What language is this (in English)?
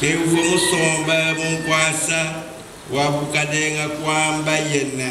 Luba-Lulua